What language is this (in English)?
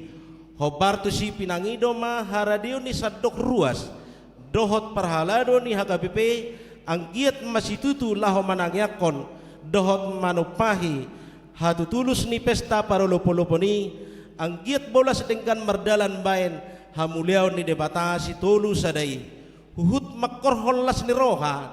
Batak Toba